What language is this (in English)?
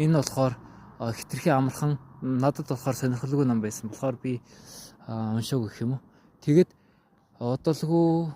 Mongolian